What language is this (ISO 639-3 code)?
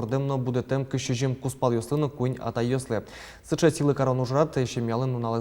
udm